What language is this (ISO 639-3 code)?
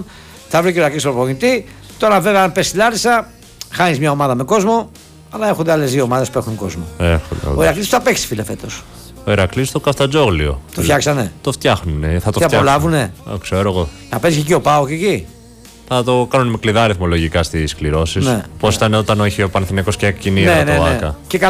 ell